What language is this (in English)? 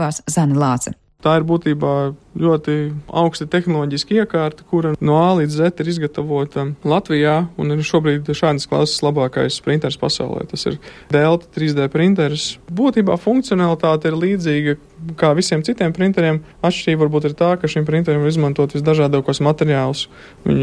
Latvian